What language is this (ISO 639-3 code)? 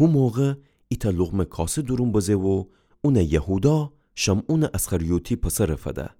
glk